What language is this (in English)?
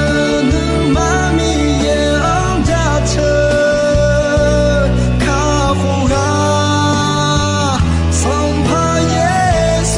Akha